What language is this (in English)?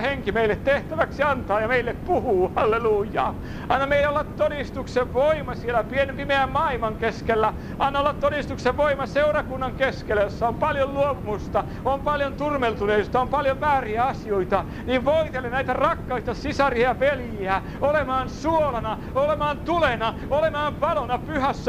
Finnish